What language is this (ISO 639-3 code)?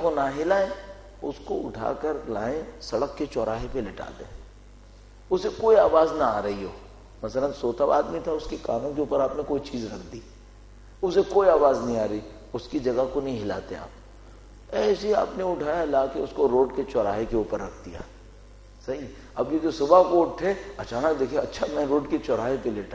urd